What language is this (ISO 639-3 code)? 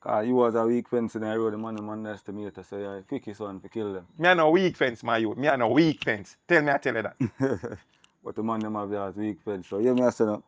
jam